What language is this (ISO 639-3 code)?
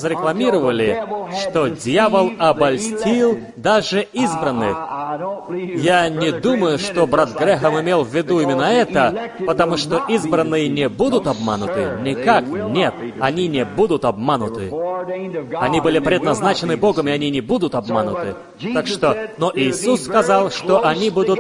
rus